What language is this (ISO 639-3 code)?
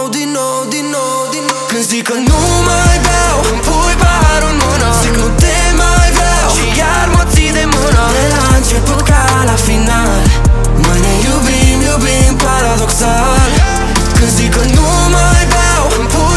ron